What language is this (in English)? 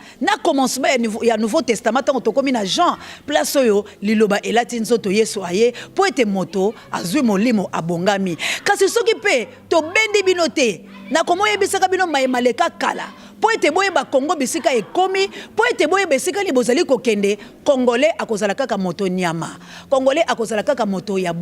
Lingala